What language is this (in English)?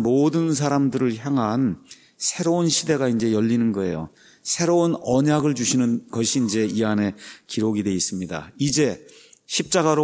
Korean